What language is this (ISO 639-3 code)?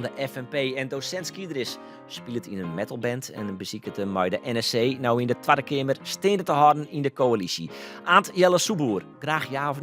fry